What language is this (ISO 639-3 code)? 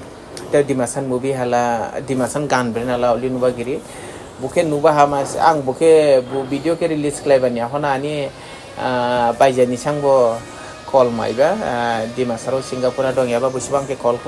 dis